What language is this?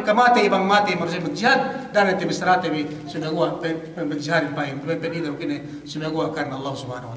Yakan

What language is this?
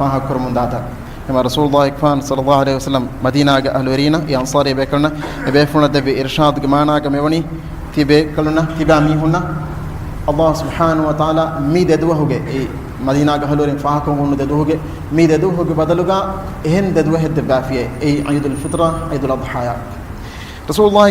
Divehi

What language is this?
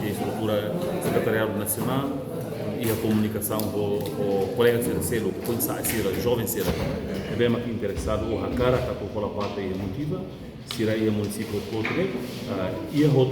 Tetum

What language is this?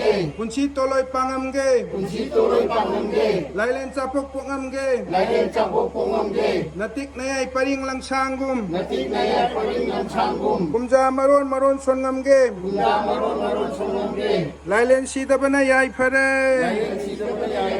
Manipuri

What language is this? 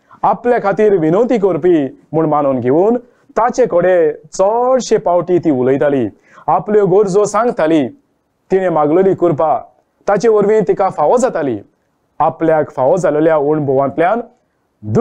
Konkani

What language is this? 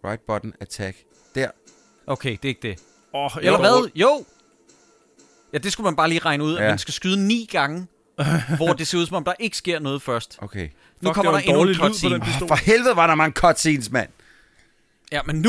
Danish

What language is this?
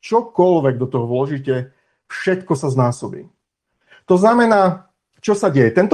Slovak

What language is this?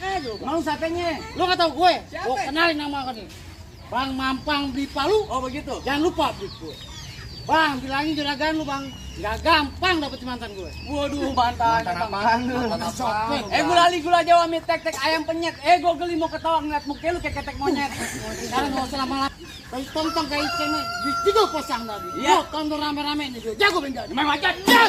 Betawi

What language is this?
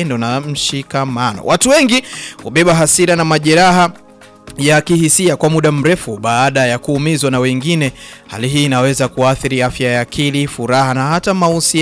Swahili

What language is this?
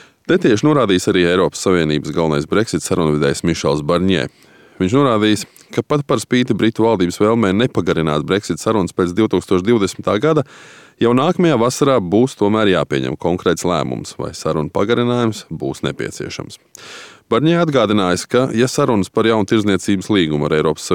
Latvian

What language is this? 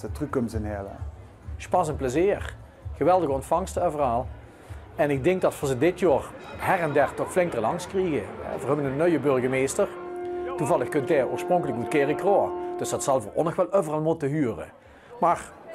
Limburgish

